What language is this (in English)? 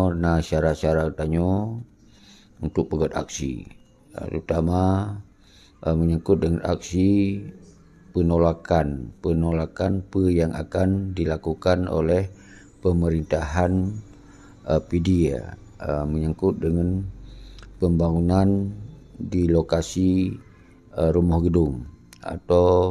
Achinese